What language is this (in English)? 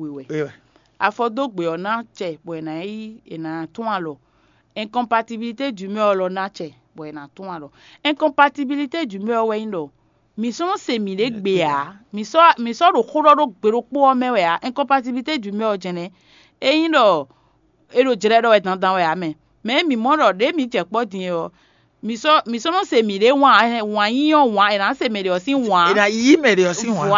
Fon